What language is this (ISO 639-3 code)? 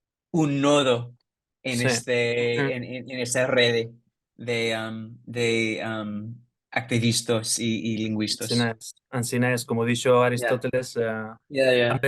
lad